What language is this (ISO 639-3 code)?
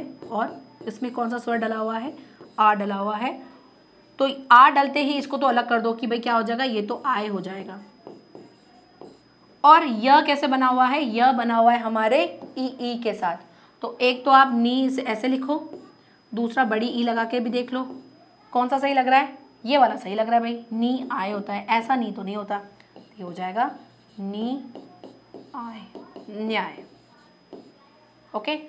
hin